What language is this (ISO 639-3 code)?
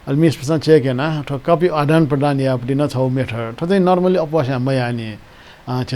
new